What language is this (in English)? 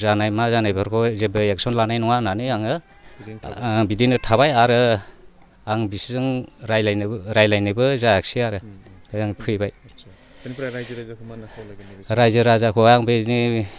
Bodo